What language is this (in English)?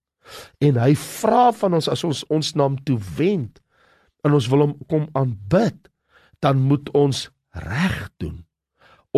Afrikaans